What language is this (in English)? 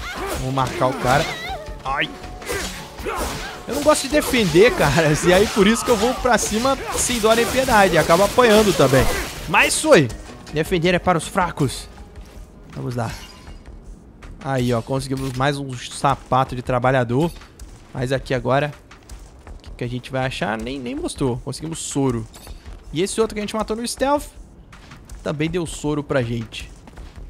Portuguese